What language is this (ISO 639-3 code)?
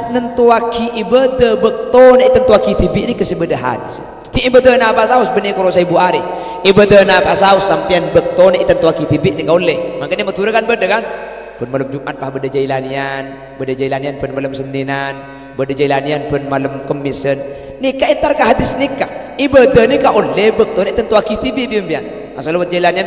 mad